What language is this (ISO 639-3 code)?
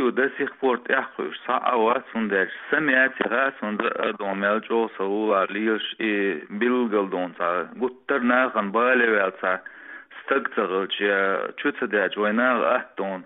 che